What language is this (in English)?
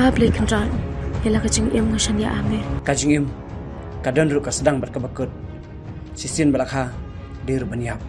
Khasi